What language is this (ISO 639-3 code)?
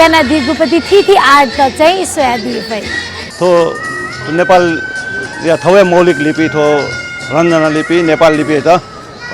new